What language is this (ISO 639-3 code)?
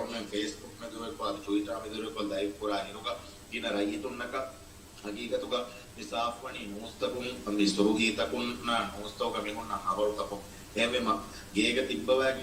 div